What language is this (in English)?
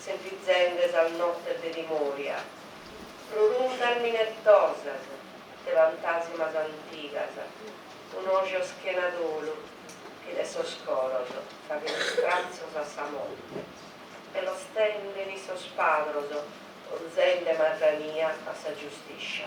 Sardinian